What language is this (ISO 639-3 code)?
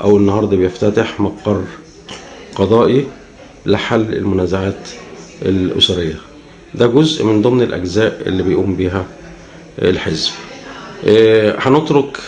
arz